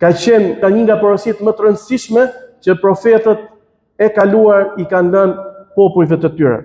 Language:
Albanian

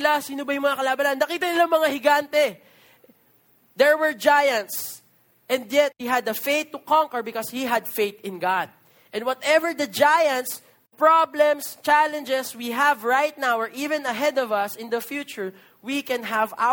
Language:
Filipino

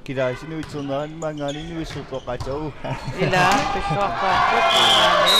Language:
Kalaallisut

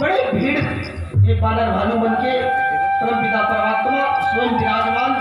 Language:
Chhattisgarhi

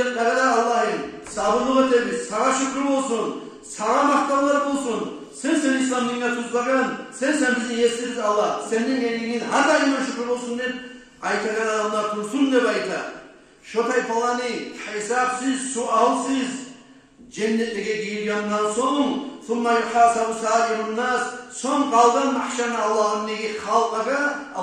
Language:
Kumyk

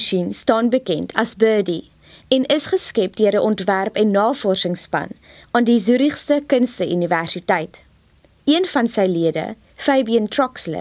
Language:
Afrikaans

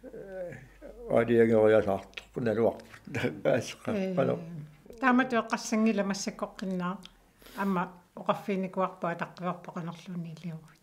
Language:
Kalaallisut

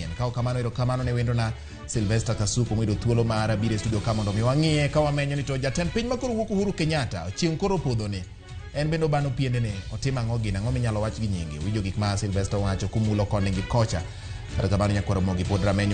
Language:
Luo (Kenya and Tanzania)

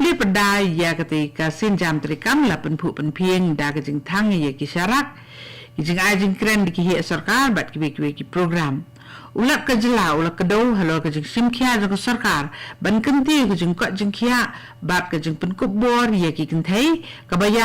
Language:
Khasi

